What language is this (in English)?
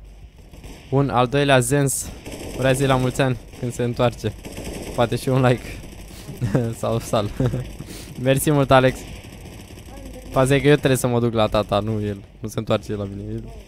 Romanian